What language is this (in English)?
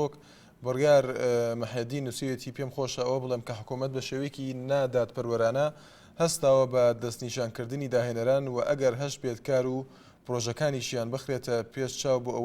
Central Kurdish